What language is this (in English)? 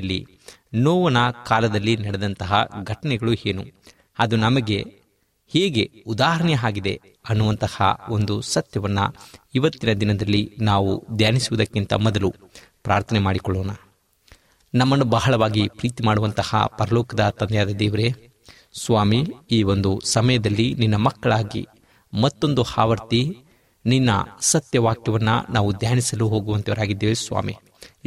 Kannada